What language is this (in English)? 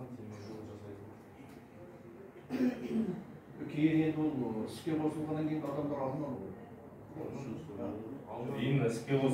Kazakh